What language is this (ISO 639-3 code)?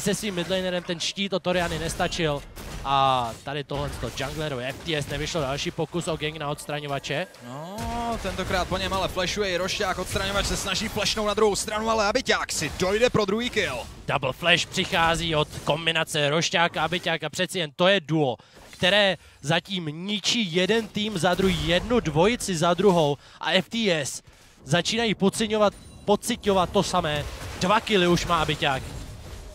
ces